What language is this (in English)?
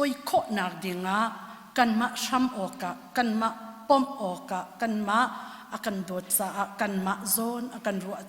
Hakha Chin